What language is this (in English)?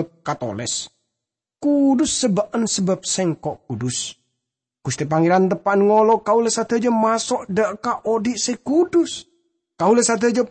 Madurese